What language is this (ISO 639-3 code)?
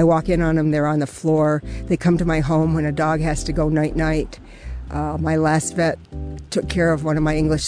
eng